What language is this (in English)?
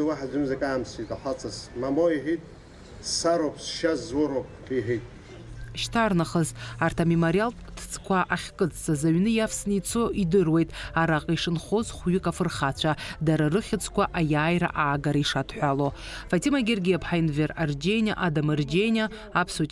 Abkhazian